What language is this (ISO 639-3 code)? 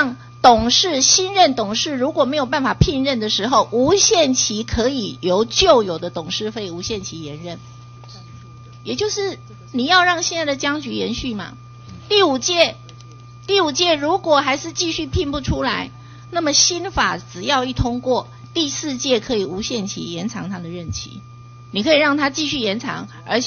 zho